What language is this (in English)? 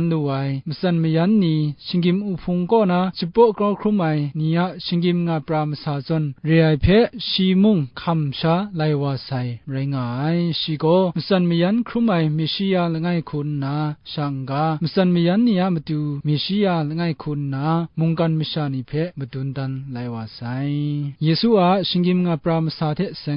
Kachin